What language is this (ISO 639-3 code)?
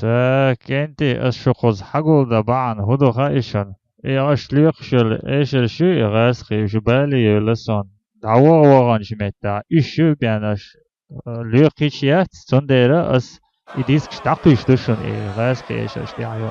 che